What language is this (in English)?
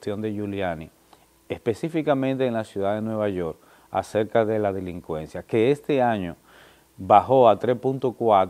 Spanish